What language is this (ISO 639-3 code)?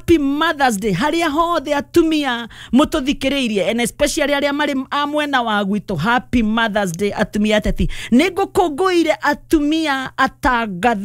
kik